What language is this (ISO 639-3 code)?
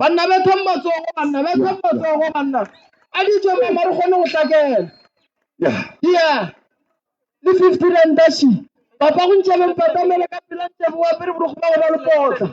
nso